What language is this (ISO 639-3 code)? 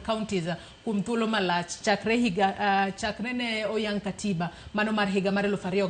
luo